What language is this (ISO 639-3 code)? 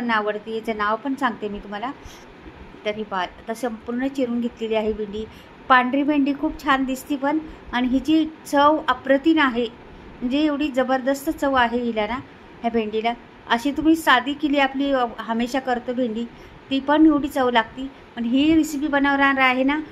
mar